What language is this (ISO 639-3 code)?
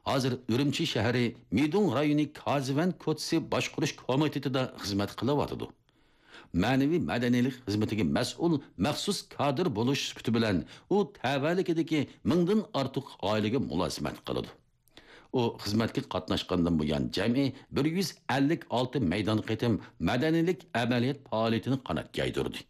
uig